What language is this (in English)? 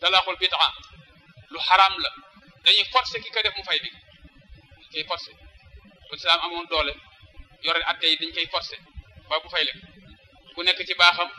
Wolof